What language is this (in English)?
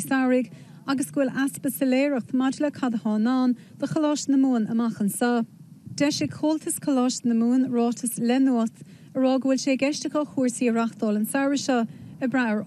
Irish